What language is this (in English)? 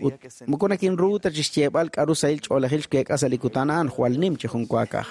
Kekchí